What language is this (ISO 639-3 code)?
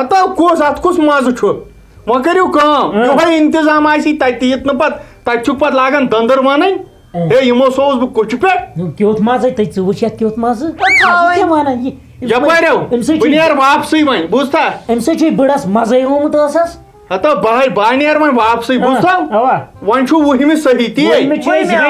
kas